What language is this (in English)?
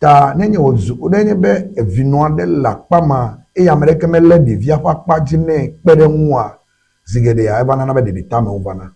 Ewe